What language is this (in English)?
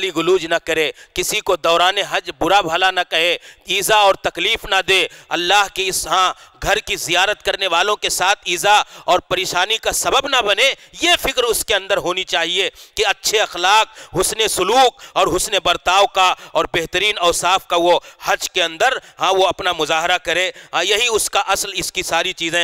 Urdu